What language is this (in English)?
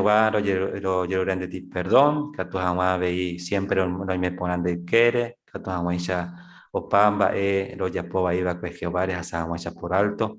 Guarani